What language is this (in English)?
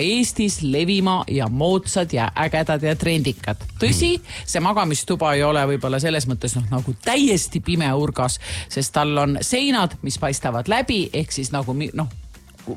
Estonian